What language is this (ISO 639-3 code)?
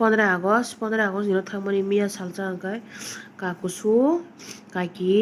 trp